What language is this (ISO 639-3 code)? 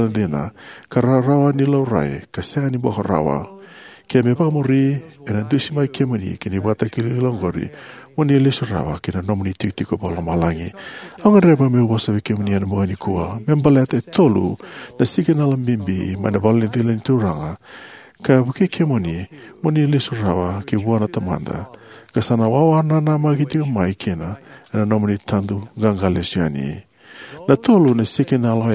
fij